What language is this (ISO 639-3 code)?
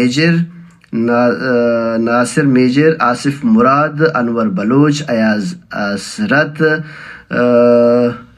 bal